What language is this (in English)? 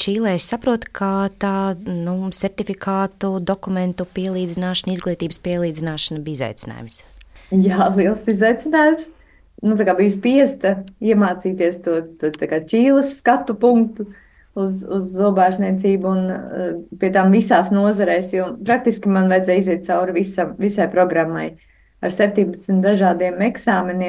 Latvian